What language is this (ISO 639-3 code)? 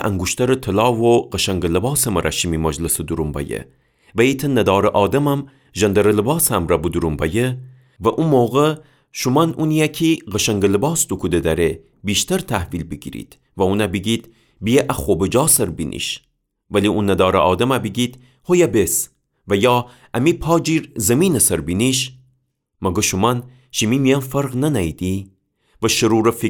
glk